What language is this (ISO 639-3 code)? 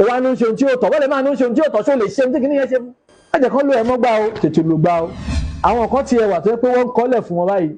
yor